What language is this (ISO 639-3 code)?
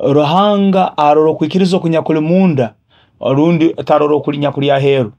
nyo